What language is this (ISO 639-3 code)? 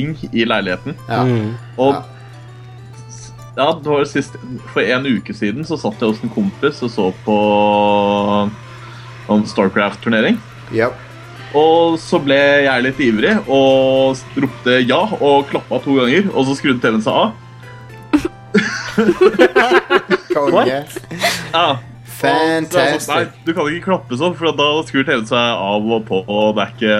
nor